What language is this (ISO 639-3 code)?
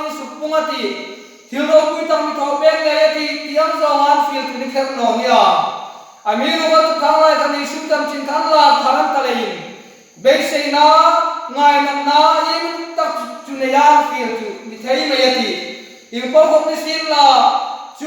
hmr